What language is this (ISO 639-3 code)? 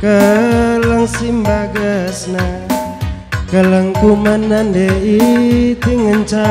btx